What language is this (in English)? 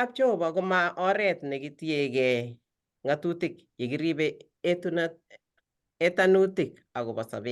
Kalenjin